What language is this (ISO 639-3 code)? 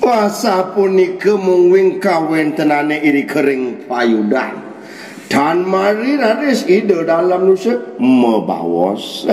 ban